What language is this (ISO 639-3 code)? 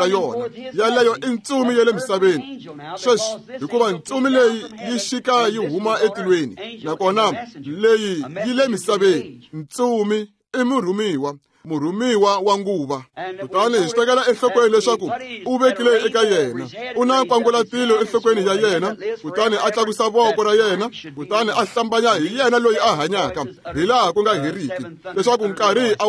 tso